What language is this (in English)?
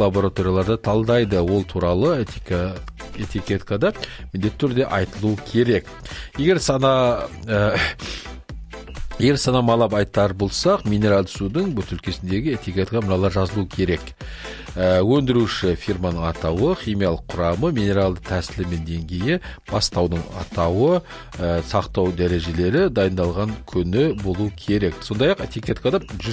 Kazakh